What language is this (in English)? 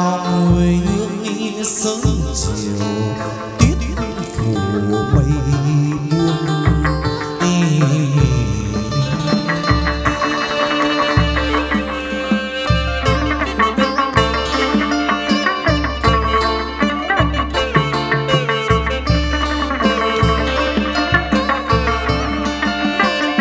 Vietnamese